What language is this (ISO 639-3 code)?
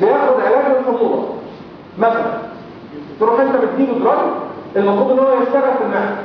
arz